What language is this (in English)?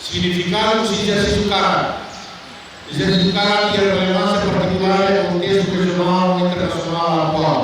Tetum